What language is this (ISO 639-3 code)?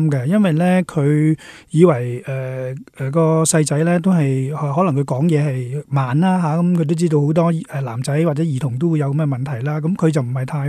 yue